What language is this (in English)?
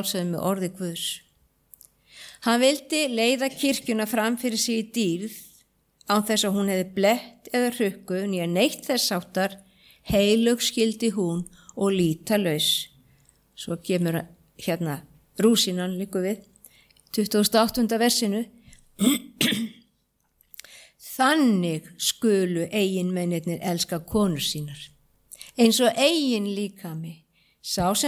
Icelandic